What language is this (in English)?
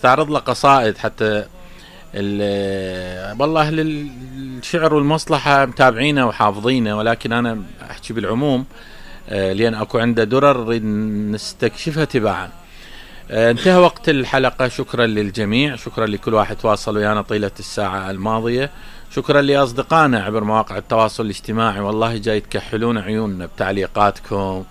Mesopotamian Arabic